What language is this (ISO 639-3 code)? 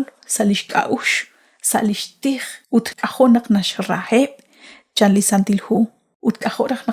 kek